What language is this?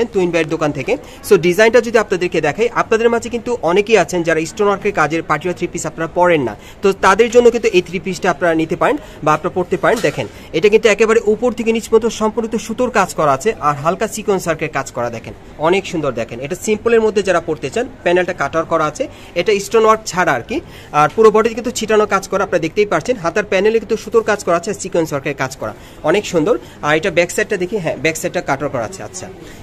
Bangla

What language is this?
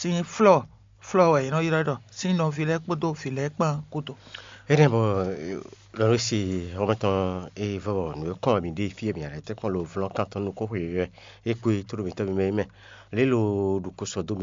Fon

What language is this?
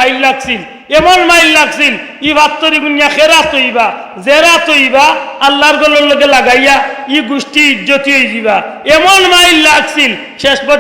Sylheti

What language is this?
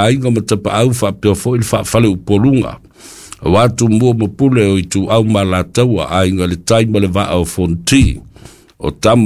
Samoan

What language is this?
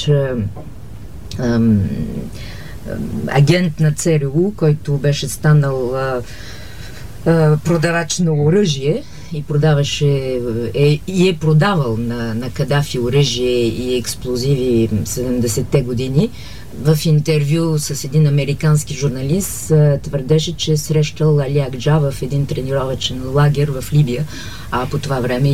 Bulgarian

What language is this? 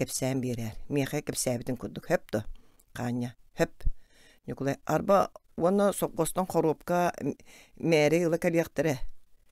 Yakut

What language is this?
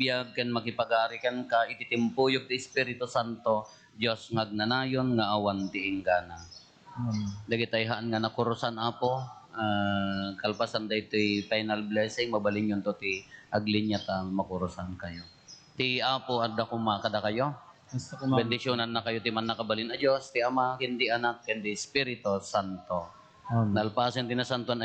Iloko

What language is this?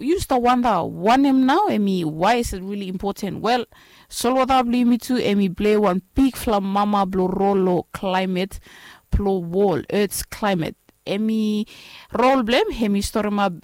Bislama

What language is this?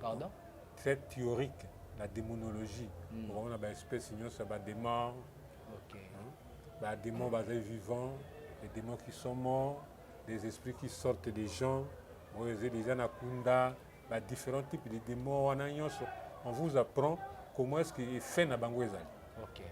Lingala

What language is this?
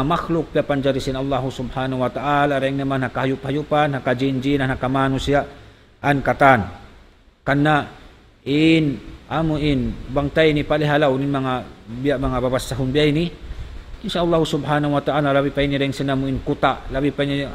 Tausug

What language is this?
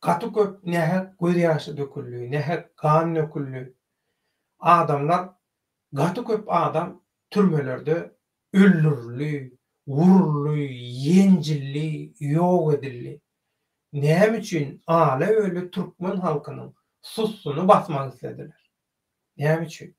Turkmen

